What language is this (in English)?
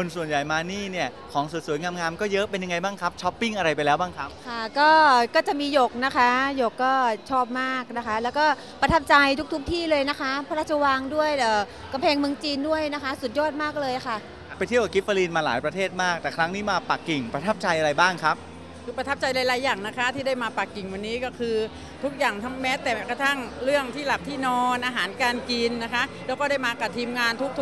Thai